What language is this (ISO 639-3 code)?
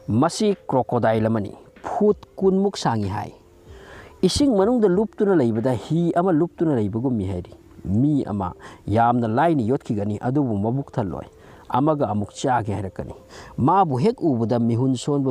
mni